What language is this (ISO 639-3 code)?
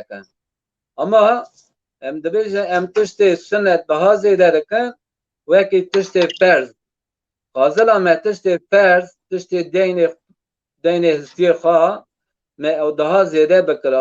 kur